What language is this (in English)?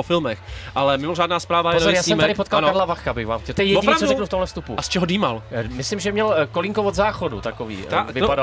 Czech